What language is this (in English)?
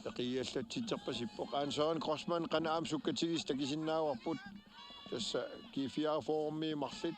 Kalaallisut